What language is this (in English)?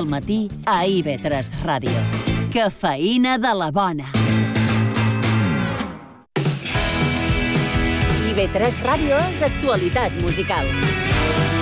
Catalan